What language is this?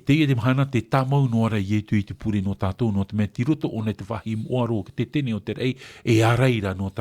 Tahitian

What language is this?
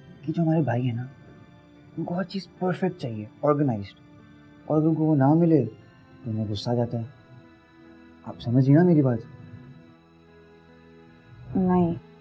Hindi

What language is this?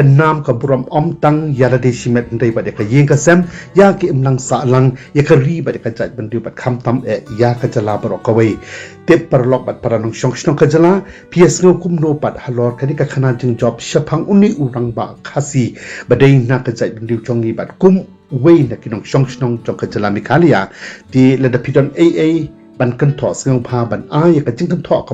Khasi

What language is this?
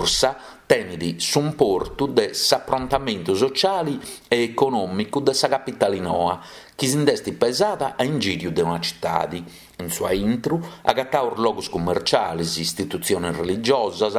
Sardinian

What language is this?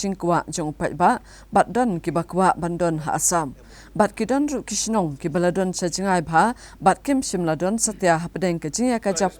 Khasi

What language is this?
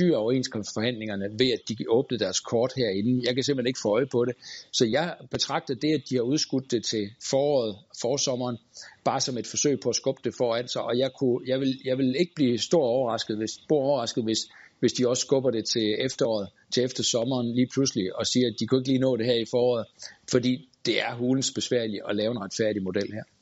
Danish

